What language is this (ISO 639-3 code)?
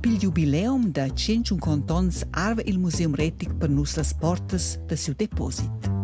roh